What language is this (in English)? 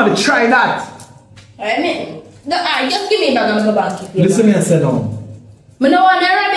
Jamaican Creole English